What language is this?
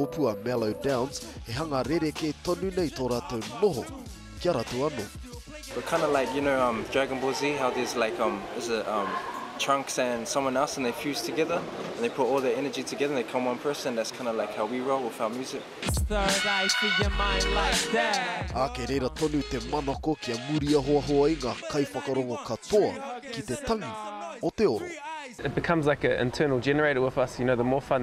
Māori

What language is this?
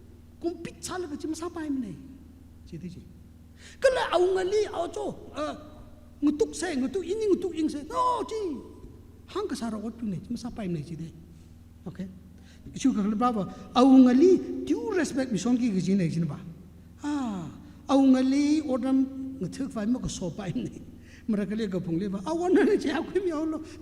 Tangkhul Naga (India)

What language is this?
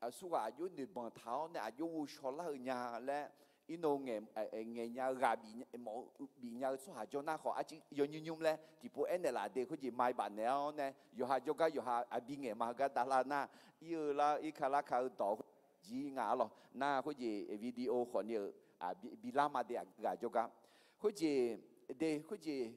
Akha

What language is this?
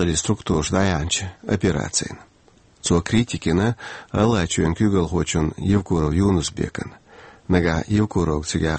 Chechen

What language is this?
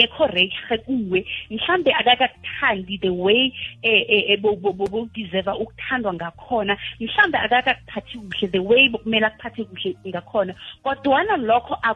South Ndebele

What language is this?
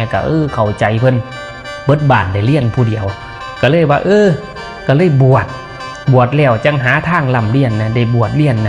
Northeastern Thai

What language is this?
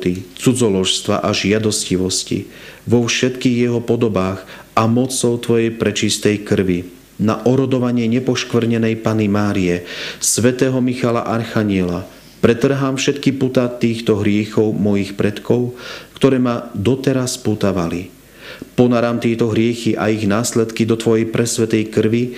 Slovak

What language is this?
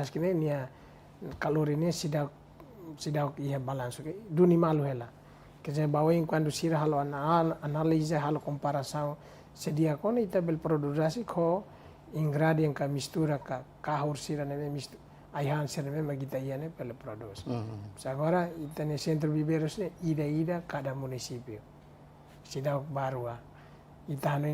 Tetum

